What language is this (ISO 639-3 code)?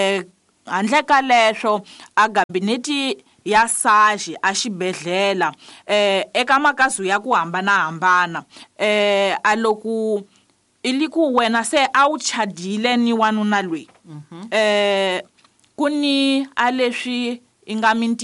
tso